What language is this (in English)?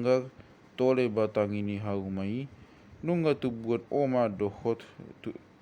Batak Toba